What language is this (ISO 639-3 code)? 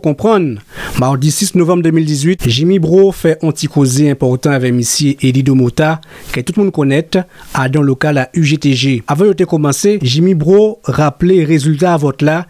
gcf